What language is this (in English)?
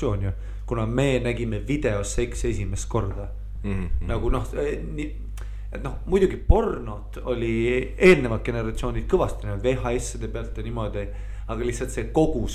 Estonian